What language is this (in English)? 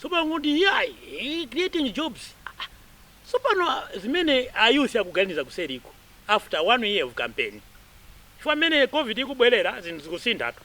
Nyanja